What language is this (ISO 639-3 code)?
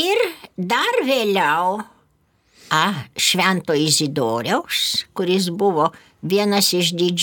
lit